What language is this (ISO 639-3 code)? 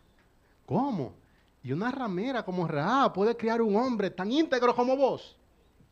spa